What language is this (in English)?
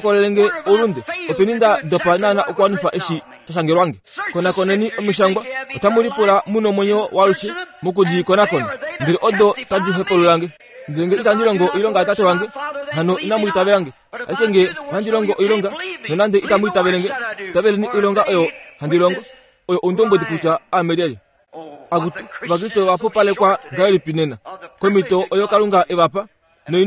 Kuanyama